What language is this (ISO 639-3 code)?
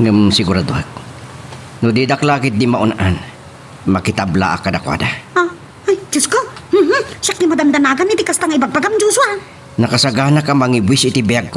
ilo